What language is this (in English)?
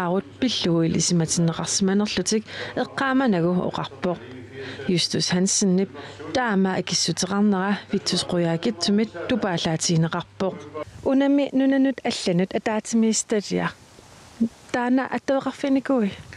Kalaallisut